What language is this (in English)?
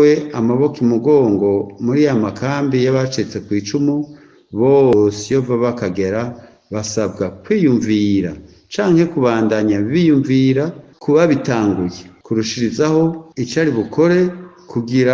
Rundi